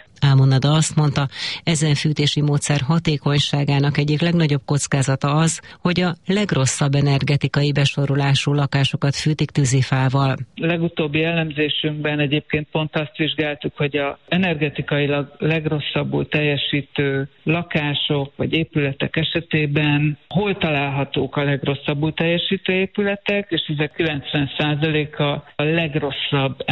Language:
Hungarian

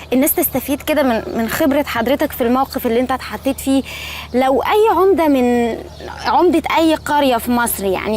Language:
Egyptian Arabic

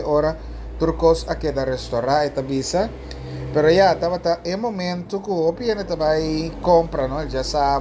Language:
Papiamento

